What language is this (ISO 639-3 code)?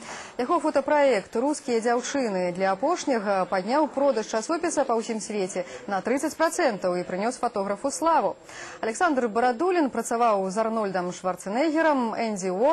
bel